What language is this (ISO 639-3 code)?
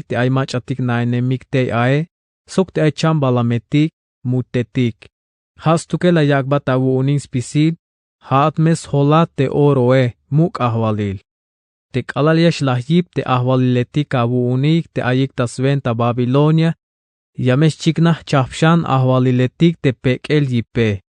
tzh